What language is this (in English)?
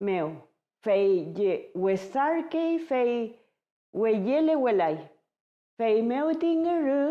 Mapuche